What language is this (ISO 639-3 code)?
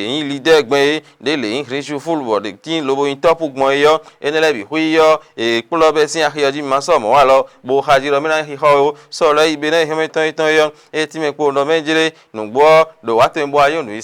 fon